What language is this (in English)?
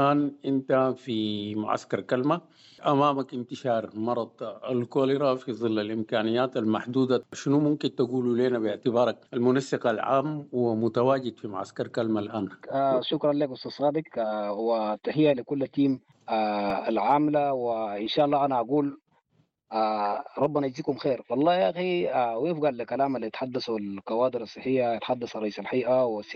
Sudanese Arabic